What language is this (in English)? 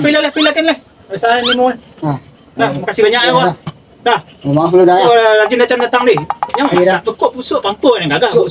Minangkabau